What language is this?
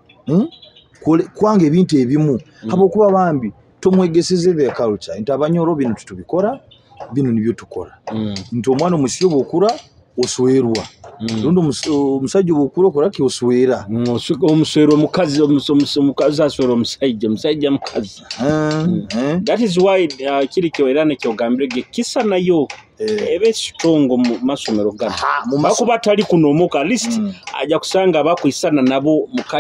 Nyoro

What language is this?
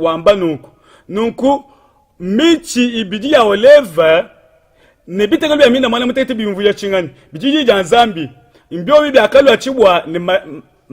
Luba-Lulua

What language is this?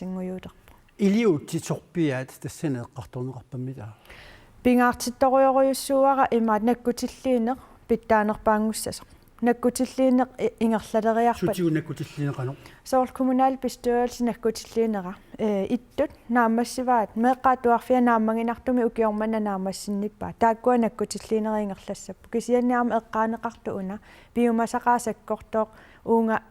Kalaallisut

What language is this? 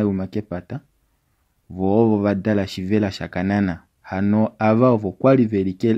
Kuanyama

